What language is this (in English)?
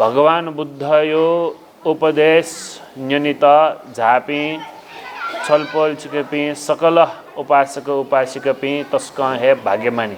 Newari